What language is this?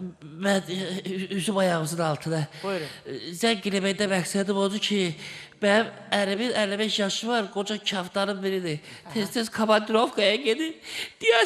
Azerbaijani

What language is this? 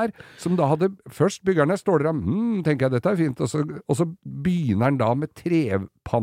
Norwegian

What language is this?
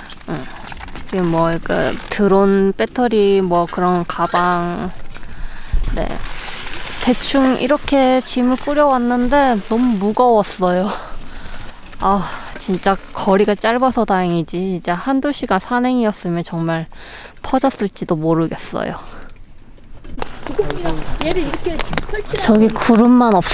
Korean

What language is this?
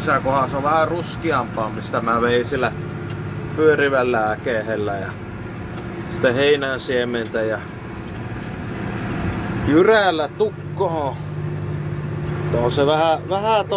Finnish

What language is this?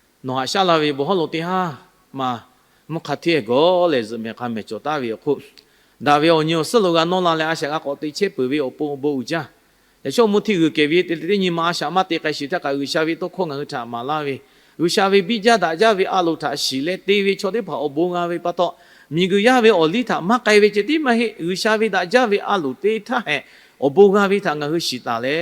Lahu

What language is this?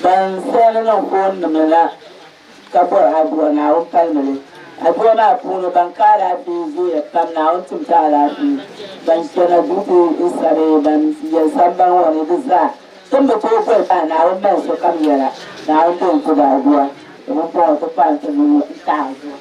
Dagbani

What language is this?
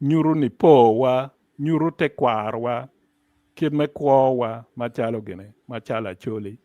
Acoli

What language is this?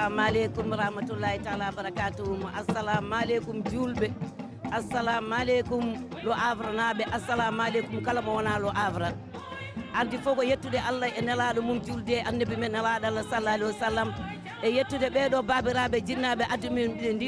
Fula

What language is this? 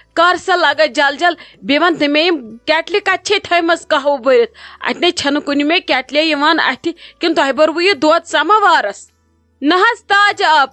Kashmiri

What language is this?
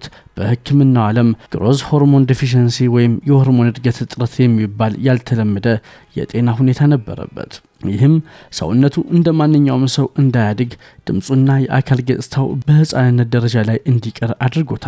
Amharic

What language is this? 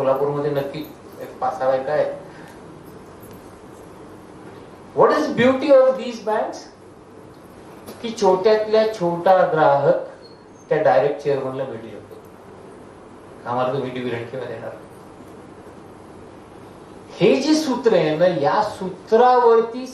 Marathi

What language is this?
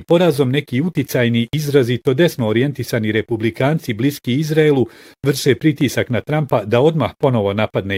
Bosnian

